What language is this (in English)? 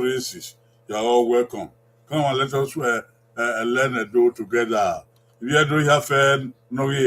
Bini